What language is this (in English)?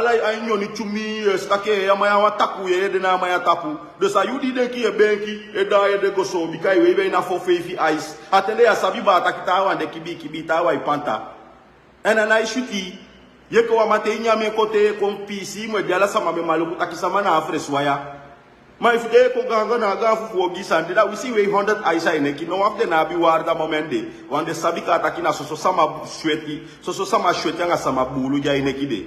Sranan Tongo